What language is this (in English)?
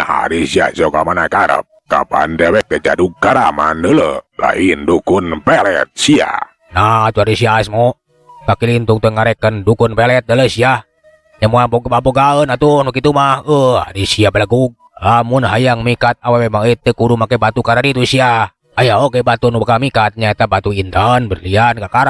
Sundanese